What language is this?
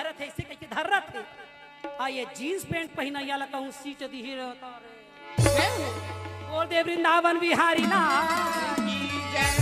Chhattisgarhi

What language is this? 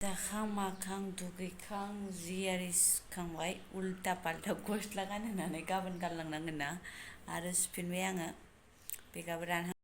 Bodo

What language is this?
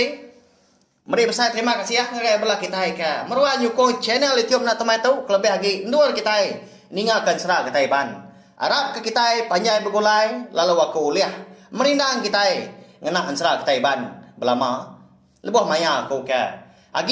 Iban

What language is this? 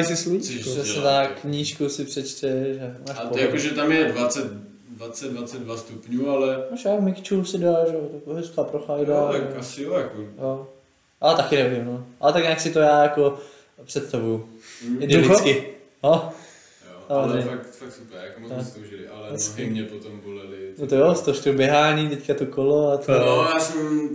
Czech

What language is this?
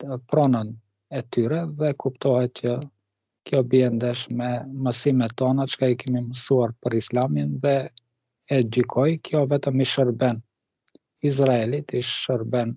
Albanian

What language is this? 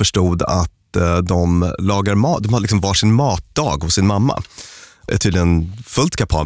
Swedish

